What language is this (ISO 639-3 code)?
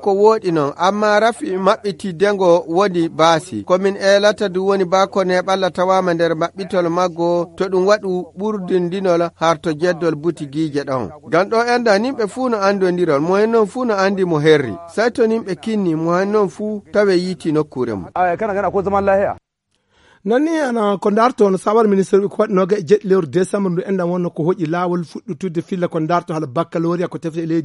ful